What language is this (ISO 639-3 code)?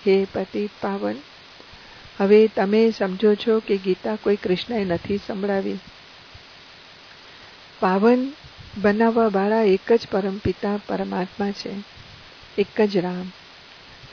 guj